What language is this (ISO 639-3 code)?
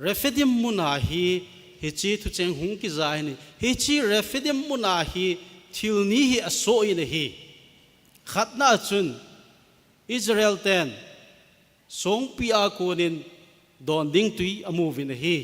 tcz